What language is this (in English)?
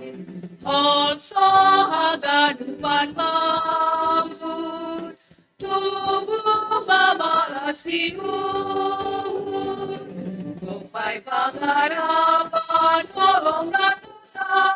Batak Simalungun